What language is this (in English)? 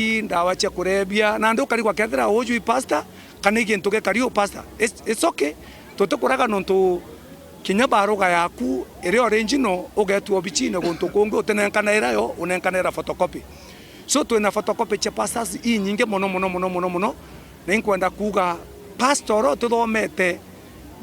Meru